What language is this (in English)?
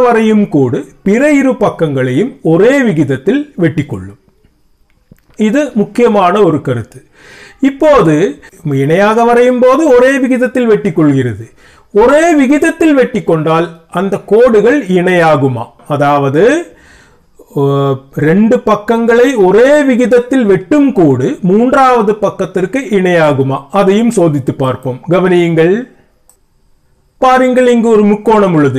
Tamil